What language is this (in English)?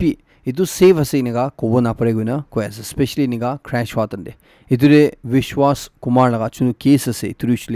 Naga Pidgin